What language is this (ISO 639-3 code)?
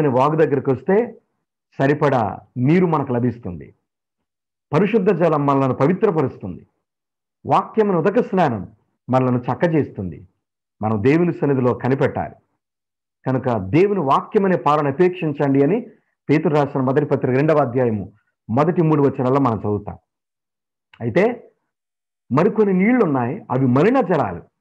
tel